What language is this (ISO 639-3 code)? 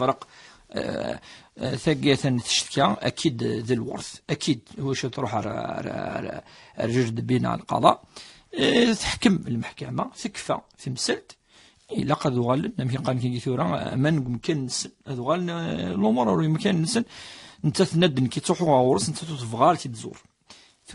kab